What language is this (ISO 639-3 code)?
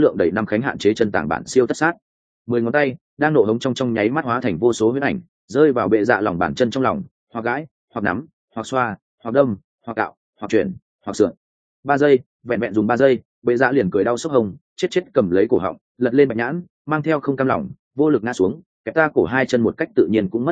vie